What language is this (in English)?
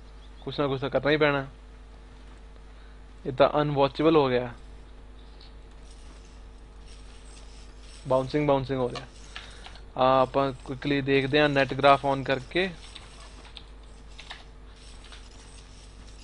Punjabi